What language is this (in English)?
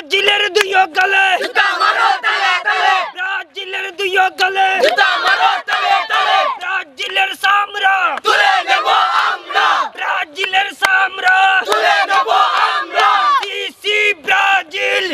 Bangla